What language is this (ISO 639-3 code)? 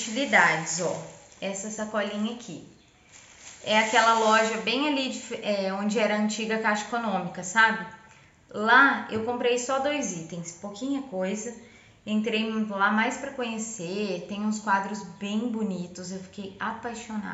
por